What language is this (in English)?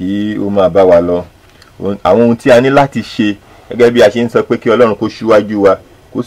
Yoruba